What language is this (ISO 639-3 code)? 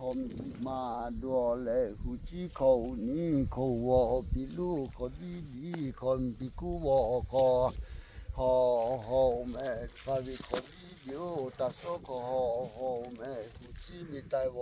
lhu